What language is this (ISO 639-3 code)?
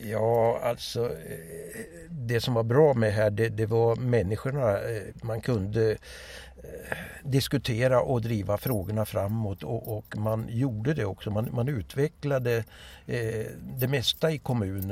swe